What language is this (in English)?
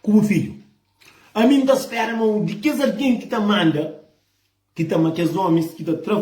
Kabuverdianu